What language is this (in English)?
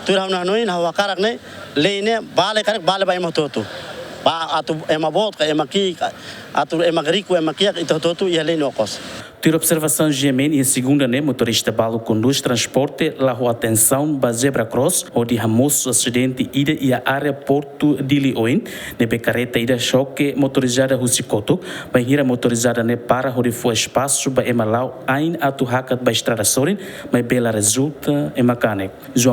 Tetum